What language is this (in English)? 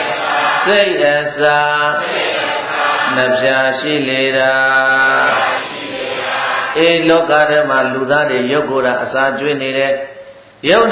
Burmese